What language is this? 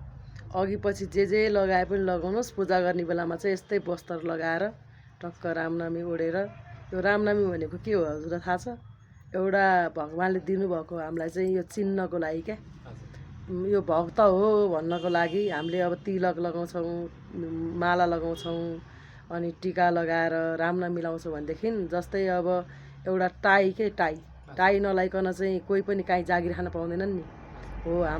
Nepali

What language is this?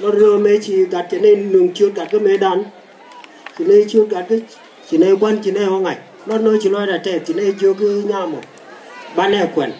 Nuer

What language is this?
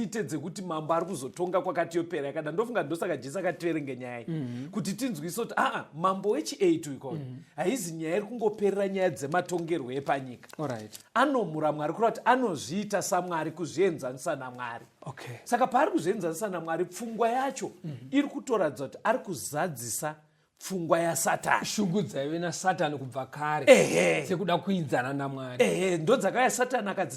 Shona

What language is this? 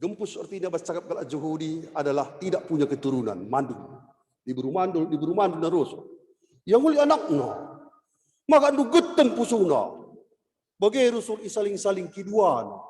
Batak Karo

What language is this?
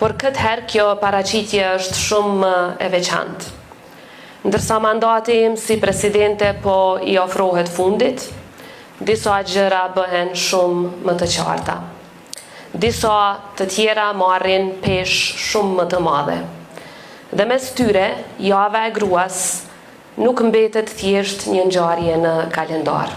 Albanian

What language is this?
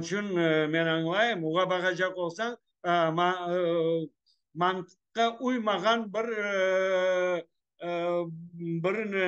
Crimean Tatar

